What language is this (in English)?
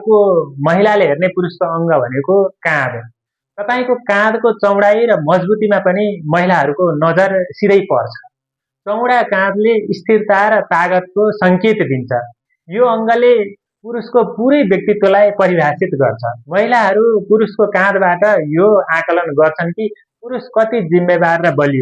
Nepali